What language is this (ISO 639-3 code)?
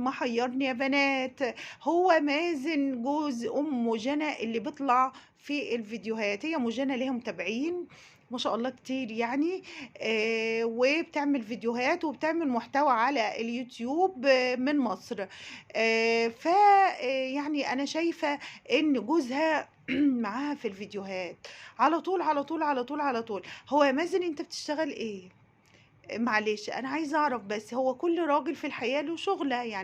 arz